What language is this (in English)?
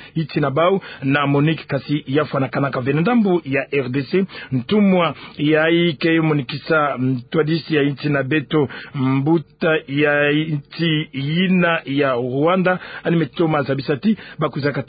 Kituba (Democratic Republic of Congo)